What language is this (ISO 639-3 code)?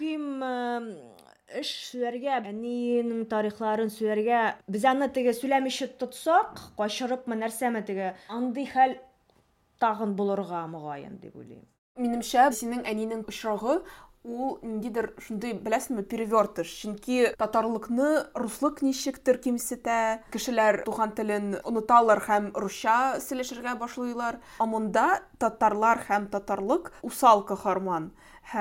tat